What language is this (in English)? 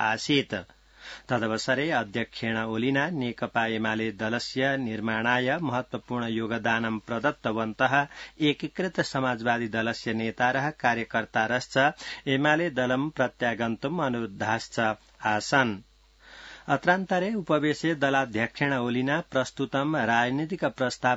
Sanskrit